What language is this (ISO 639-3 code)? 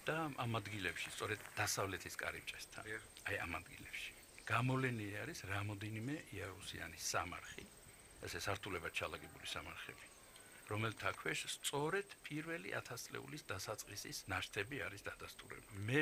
kat